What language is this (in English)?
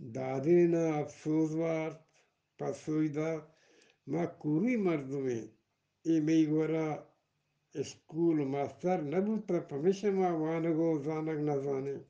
Eastern Balochi